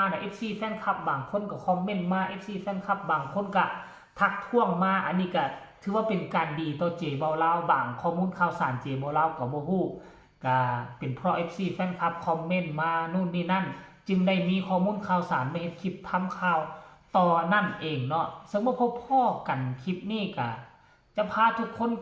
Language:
Northeastern Thai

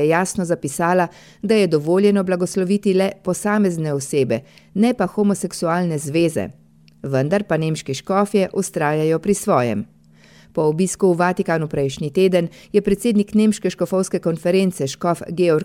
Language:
Slovenian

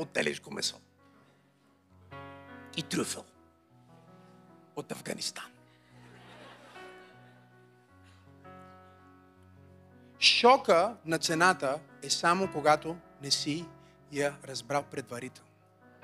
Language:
Bulgarian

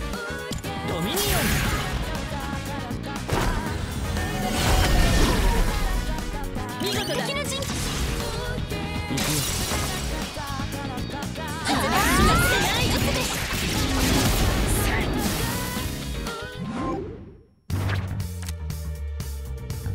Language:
Japanese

